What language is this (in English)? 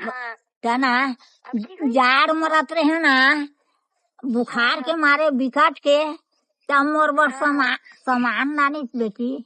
Chhattisgarhi